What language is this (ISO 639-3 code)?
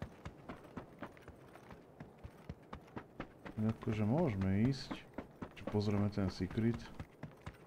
slk